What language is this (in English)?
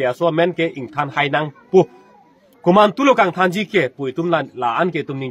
Karbi